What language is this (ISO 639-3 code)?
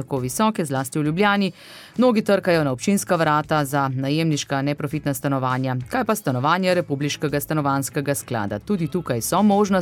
slv